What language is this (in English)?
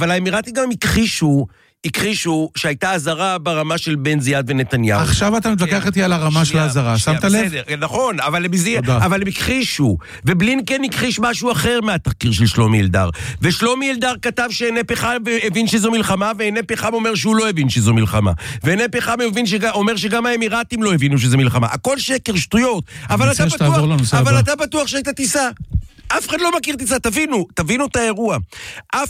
Hebrew